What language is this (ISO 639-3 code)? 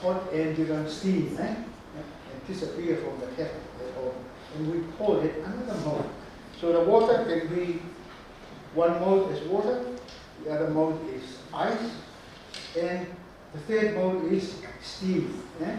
ton